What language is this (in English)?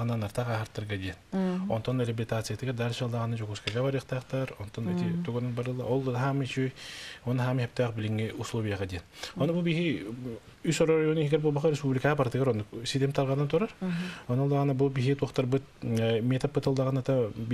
Yakut